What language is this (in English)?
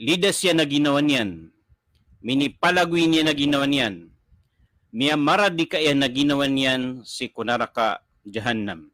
Maranao